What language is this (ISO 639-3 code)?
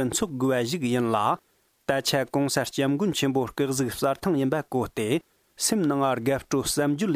bod